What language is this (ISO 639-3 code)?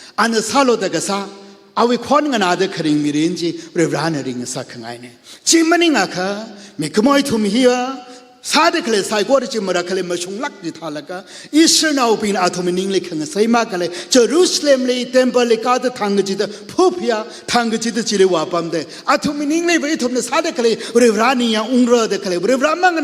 nmf